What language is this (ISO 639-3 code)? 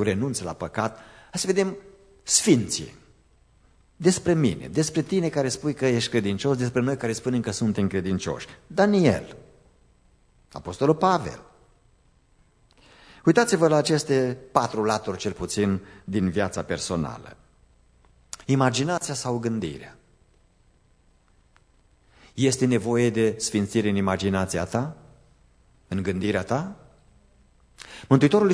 ron